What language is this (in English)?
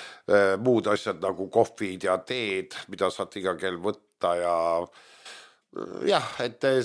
Estonian